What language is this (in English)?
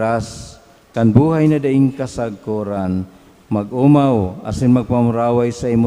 Bikol